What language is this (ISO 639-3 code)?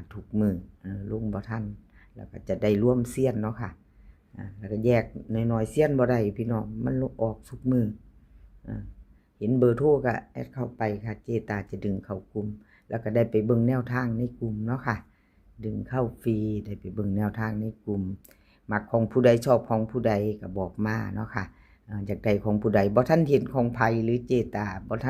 tts